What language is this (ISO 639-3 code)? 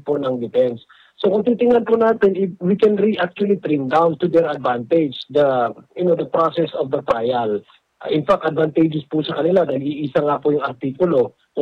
fil